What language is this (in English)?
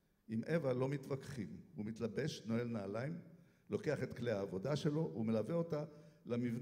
Hebrew